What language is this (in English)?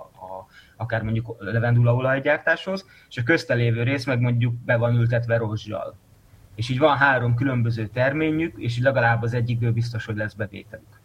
Hungarian